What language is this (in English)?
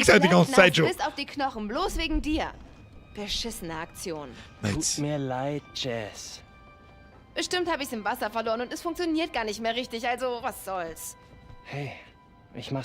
Bavarian